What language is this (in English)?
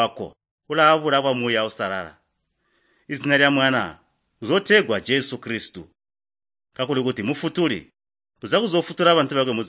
Tonga (Zambia)